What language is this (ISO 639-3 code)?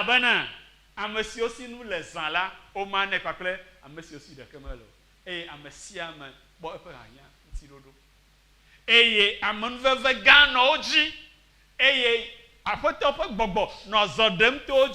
ewe